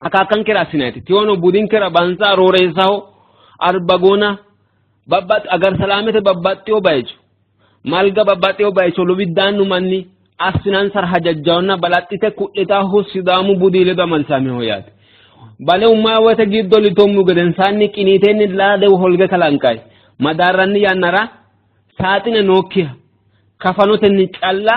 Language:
Sidamo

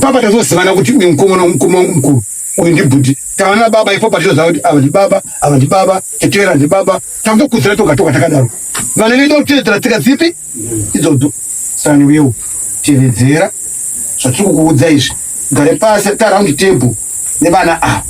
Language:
Shona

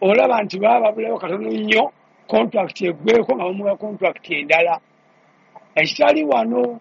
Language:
Ganda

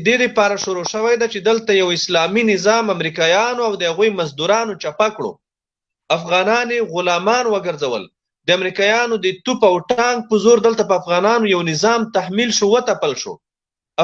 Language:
Pashto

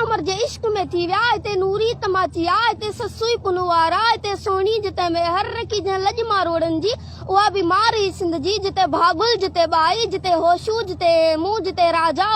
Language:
Sindhi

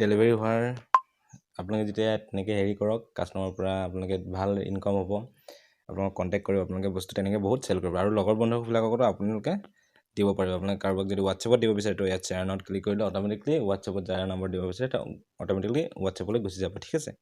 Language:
Assamese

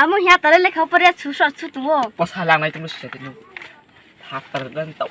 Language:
Riang (India)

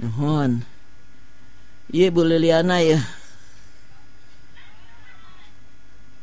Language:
Sundanese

